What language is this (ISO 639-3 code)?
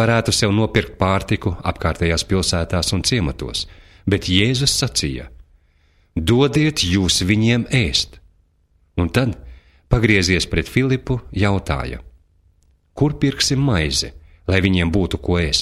lav